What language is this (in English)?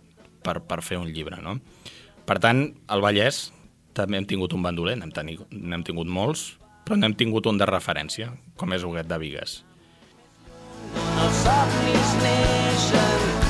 Catalan